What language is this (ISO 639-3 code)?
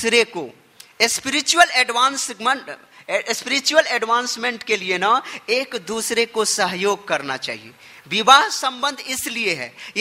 hin